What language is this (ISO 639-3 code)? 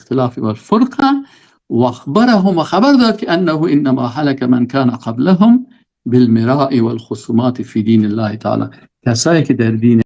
fas